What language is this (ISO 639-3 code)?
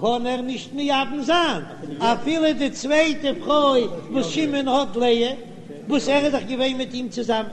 yid